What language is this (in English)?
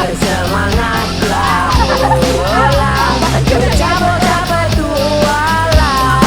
Banjar